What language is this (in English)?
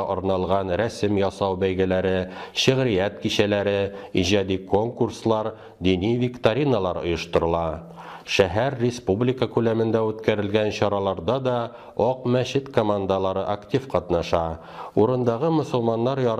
Tatar